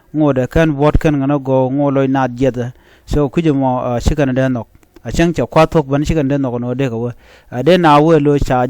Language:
Nuer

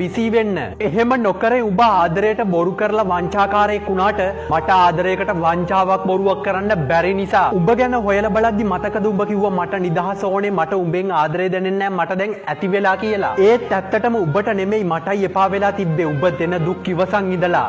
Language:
Sinhala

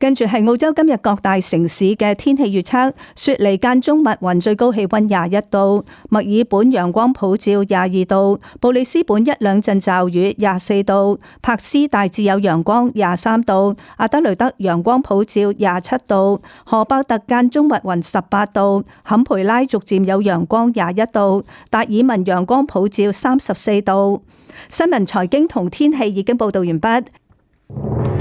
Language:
Cantonese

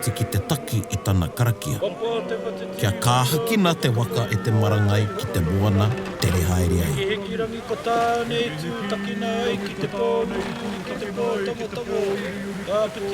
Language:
Māori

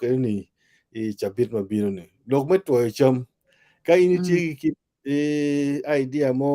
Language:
Acoli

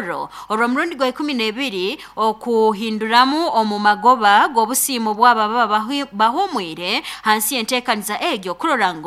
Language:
Nyoro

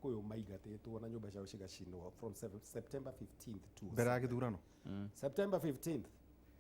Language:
Kikuyu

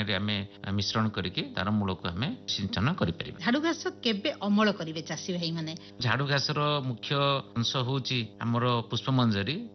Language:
Odia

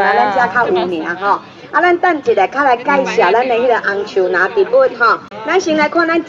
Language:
Min Nan Chinese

